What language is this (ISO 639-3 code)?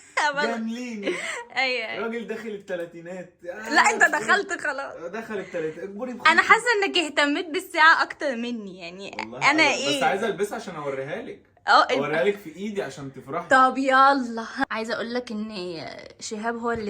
arz